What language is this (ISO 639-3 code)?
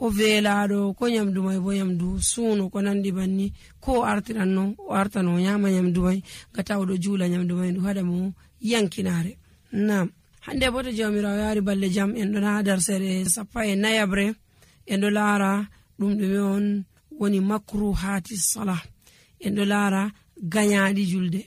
fuv